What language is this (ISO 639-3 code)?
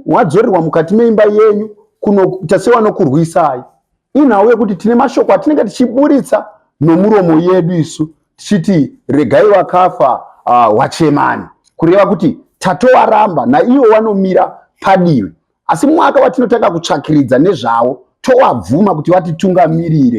sna